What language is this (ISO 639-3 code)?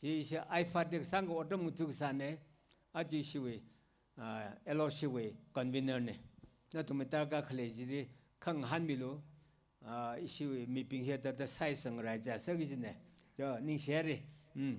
nmf